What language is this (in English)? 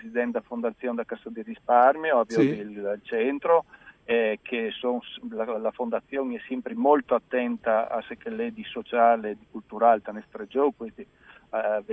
Friulian